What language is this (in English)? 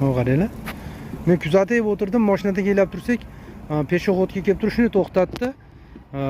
Uzbek